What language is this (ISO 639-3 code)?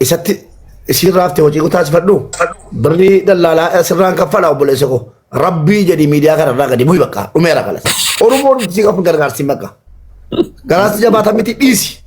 orm